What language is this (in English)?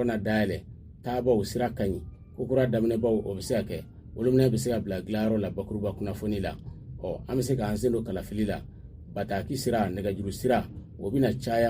Bambara